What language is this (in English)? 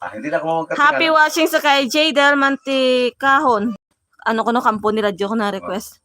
Hiligaynon